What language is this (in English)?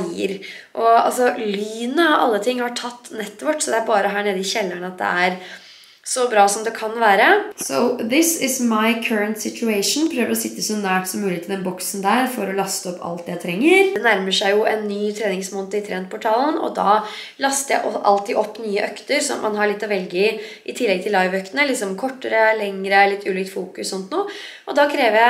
Norwegian